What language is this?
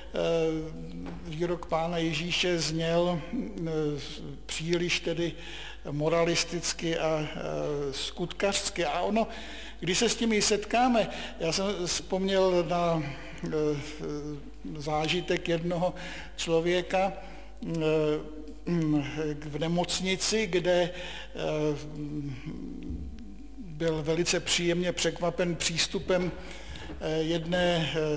Czech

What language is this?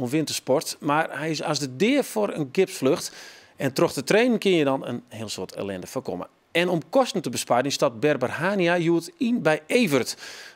Western Frisian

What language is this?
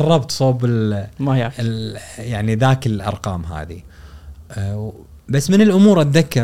Gulf Arabic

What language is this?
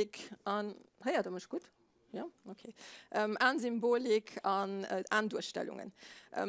Luxembourgish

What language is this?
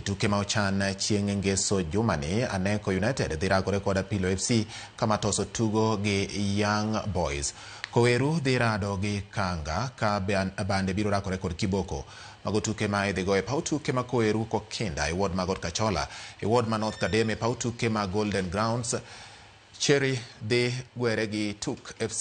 Luo (Kenya and Tanzania)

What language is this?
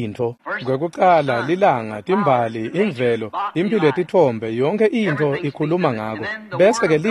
Swati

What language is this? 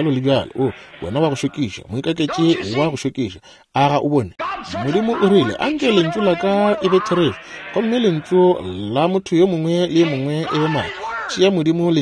Northern Sotho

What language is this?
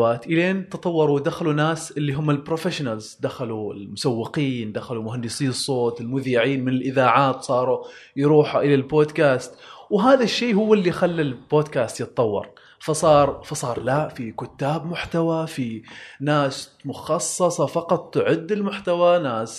Gulf Arabic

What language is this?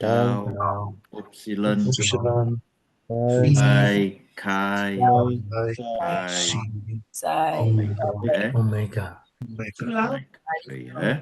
Tongan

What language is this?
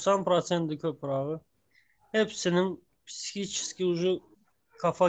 Turkmen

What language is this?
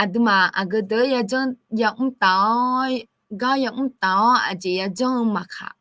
Akha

